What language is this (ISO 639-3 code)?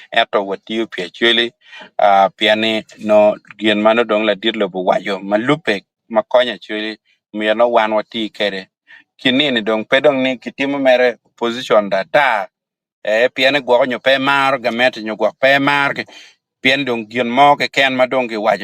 ach